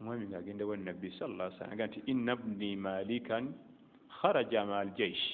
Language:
Ganda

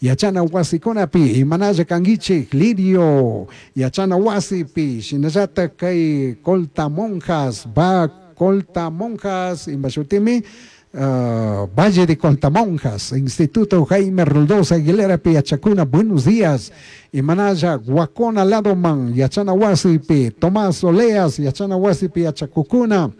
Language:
Chimborazo Highland Quichua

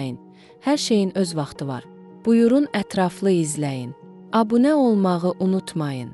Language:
Azerbaijani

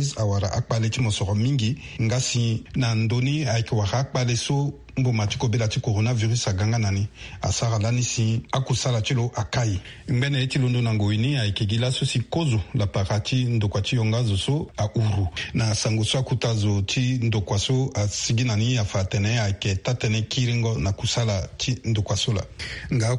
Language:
Sango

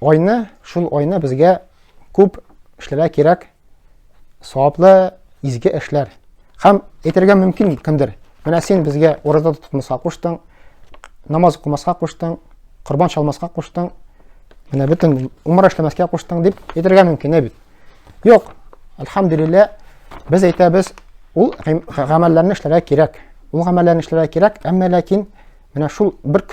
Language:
Tatar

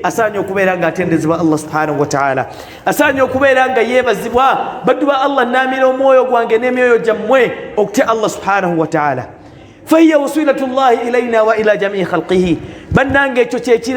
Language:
Ganda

